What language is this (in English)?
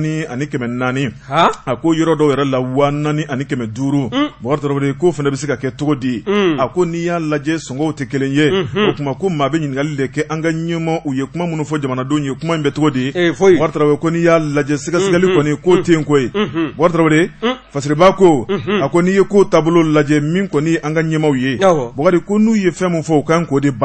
Bambara